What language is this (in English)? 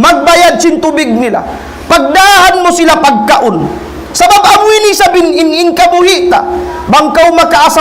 Tausug